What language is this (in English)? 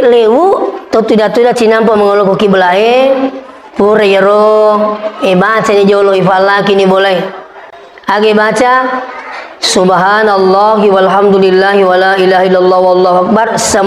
Buginese